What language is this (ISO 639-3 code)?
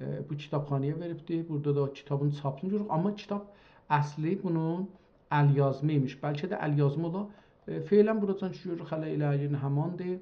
azb